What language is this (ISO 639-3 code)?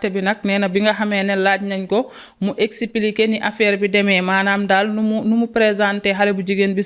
wol